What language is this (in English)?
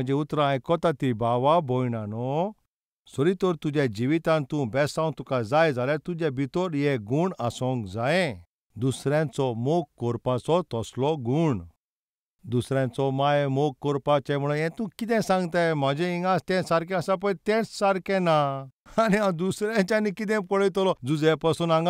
Konkani